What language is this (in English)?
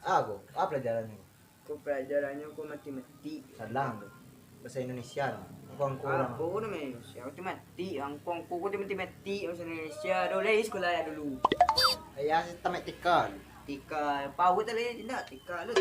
Minangkabau